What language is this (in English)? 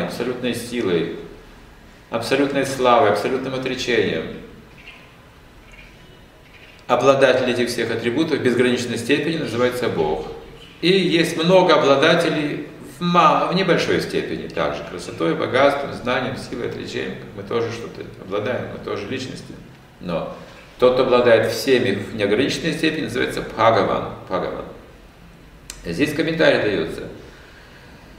Russian